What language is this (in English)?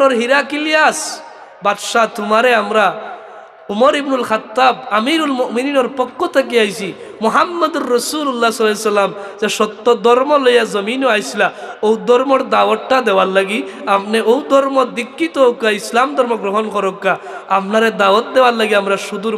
Sylheti